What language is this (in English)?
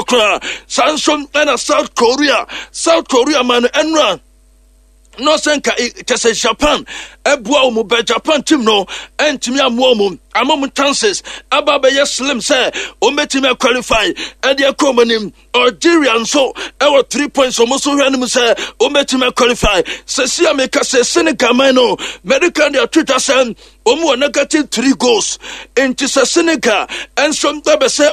Akan